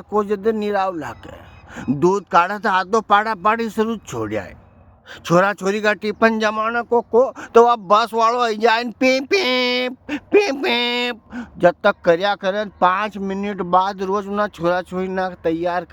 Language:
Rajasthani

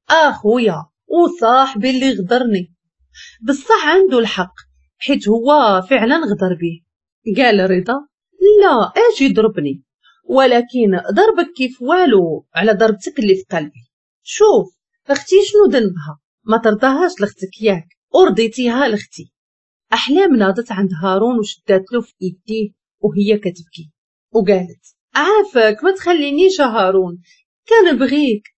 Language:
Moroccan Arabic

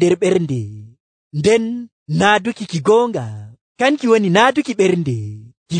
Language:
Nigerian Fulfulde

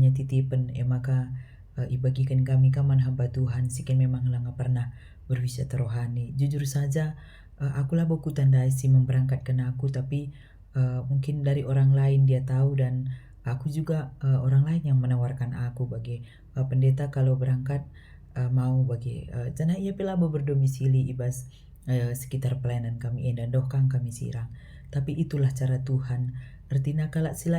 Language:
Batak Karo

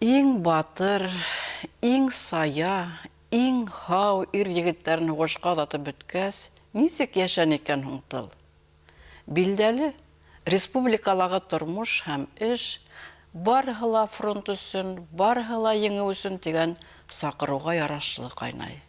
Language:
Bashkir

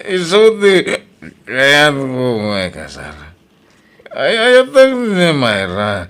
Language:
Iloko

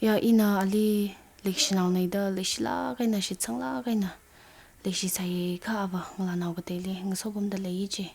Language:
Tangkhul Naga (India)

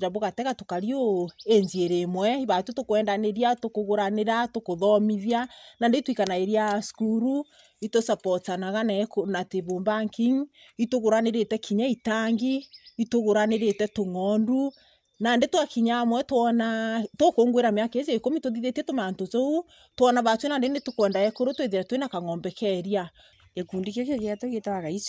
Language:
Meru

